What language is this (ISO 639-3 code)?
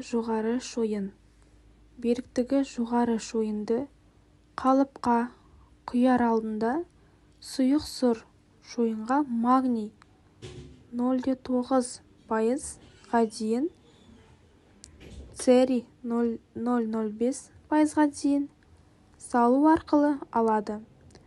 kaz